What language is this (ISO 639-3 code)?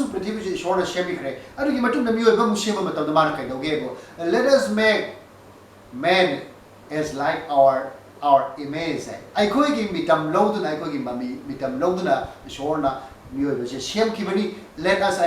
mni